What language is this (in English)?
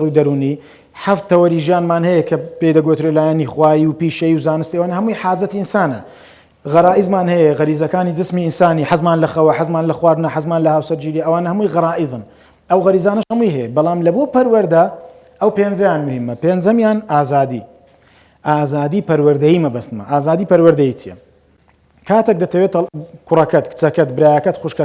Central Kurdish